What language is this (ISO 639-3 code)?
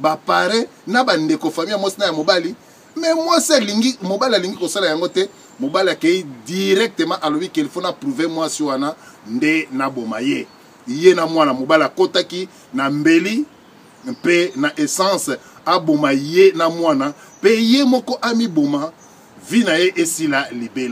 lin